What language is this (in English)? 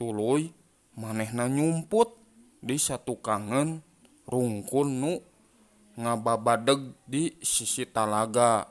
Sundanese